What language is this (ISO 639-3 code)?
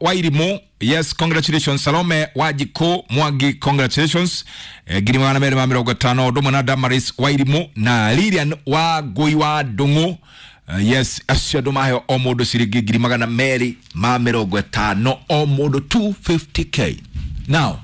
kik